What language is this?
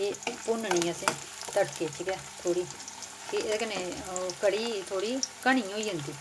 Dogri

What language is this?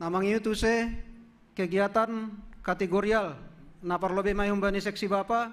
Batak Simalungun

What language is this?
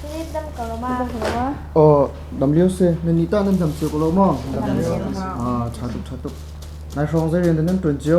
Hakha Chin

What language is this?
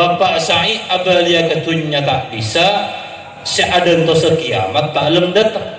Madurese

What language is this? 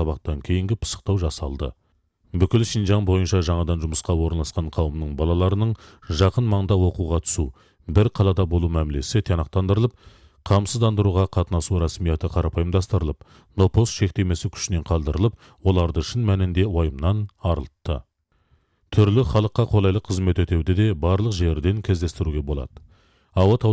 Kazakh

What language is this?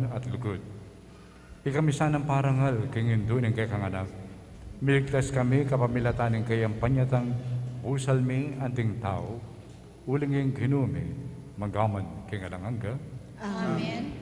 Pampanga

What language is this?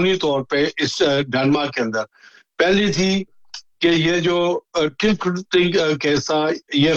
Urdu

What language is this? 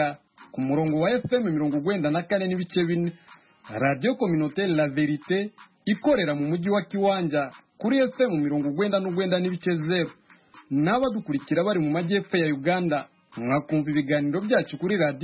Kinyarwanda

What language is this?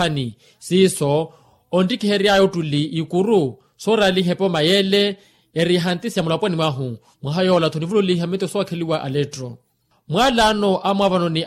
Makhuwa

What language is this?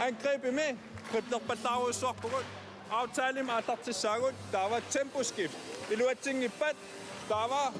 Kalaallisut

